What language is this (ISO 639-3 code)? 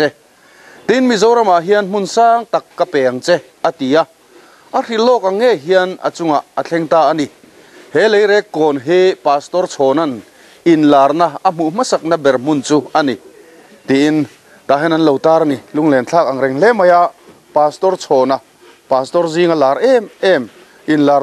lus